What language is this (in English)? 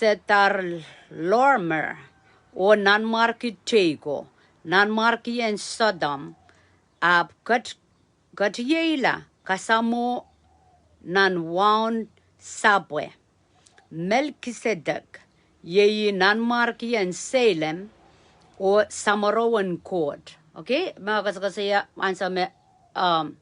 Pohnpeian